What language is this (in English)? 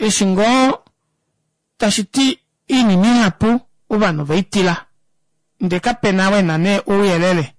Kuanyama